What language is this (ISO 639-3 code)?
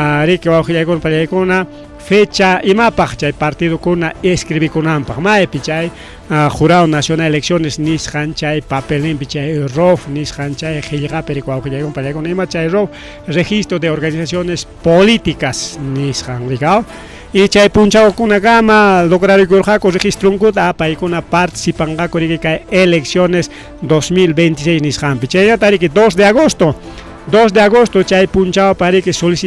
quy